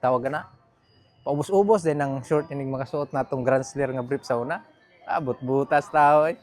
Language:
Cebuano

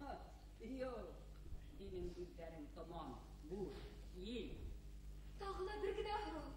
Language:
Bashkir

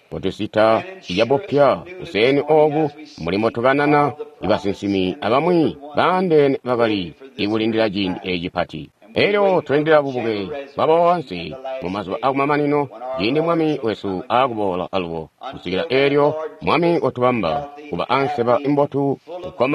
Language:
Tonga (Zambia)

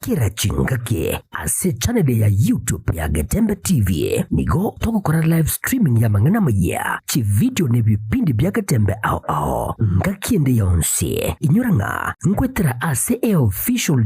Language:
Gusii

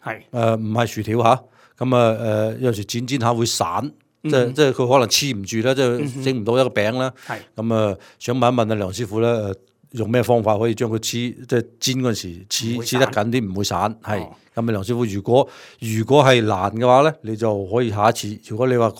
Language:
Cantonese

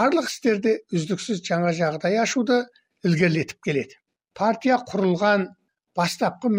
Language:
Kazakh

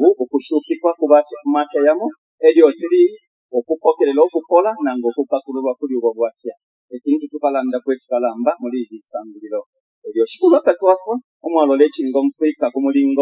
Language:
Bemba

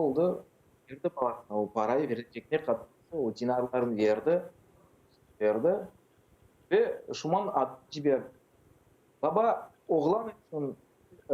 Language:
Crimean Tatar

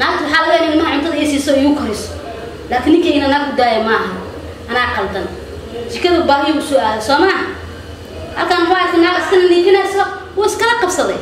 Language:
Somali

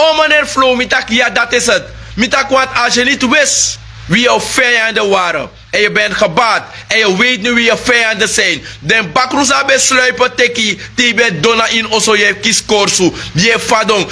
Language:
Sranan Tongo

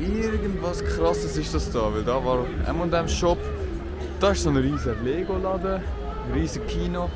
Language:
Swiss German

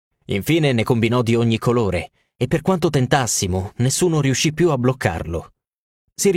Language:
Italian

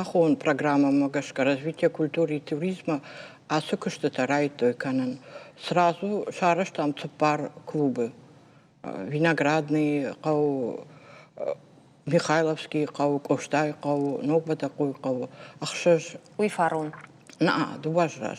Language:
Ossetic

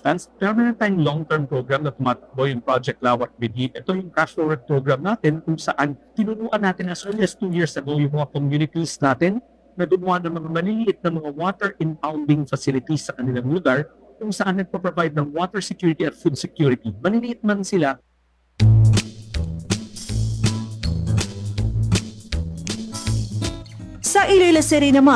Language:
Filipino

